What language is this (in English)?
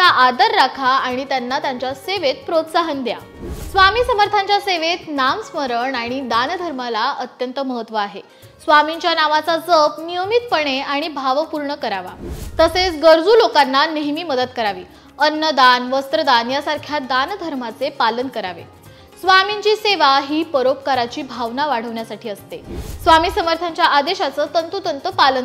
Marathi